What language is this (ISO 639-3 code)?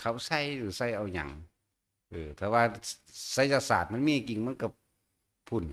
tts